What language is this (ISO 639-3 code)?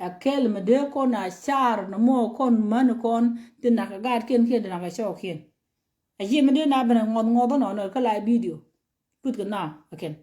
nus